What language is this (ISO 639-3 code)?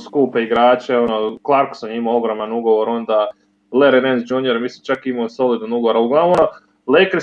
srp